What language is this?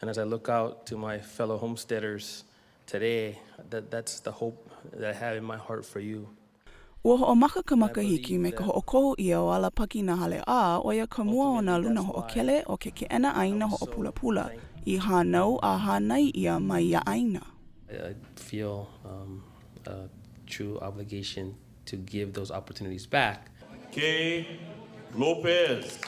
Hawaiian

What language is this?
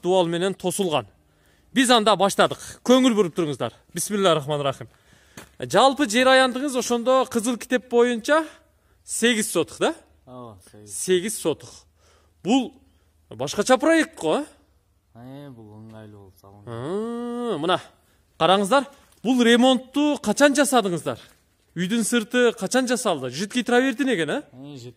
Kyrgyz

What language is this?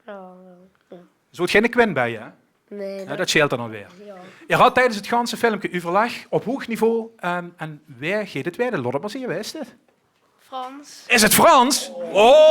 Limburgish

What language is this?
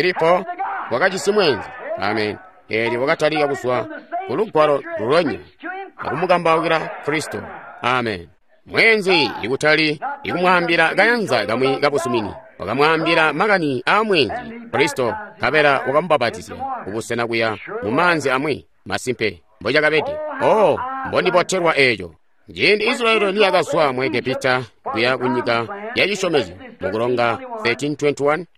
Tonga (Zambia)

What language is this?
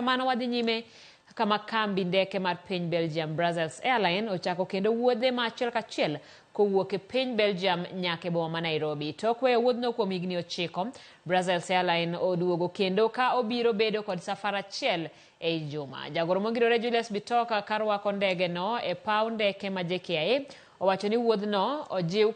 Luo (Kenya and Tanzania)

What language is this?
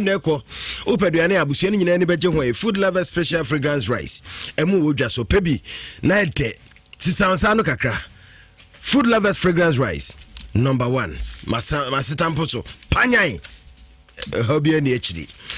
Akan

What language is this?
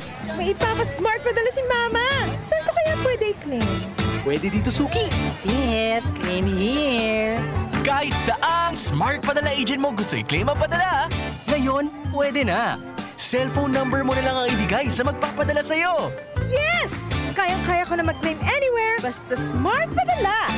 Bikol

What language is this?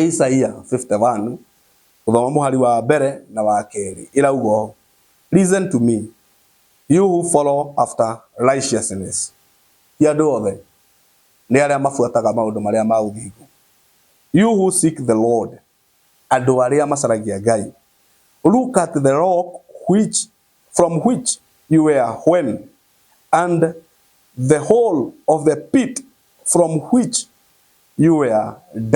Kikuyu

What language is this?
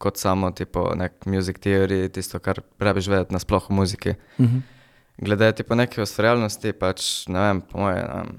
Slovenian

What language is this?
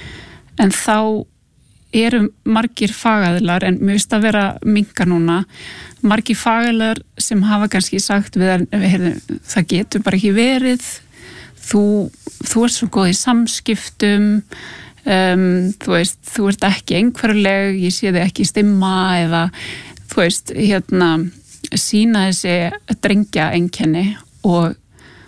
Icelandic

